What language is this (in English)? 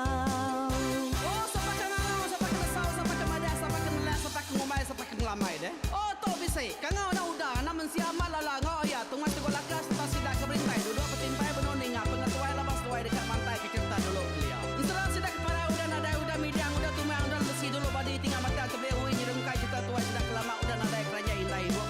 Iban